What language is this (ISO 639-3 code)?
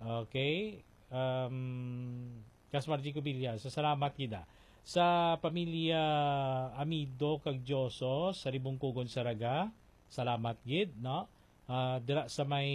hil